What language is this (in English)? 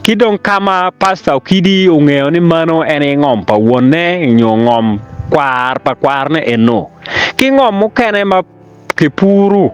Acoli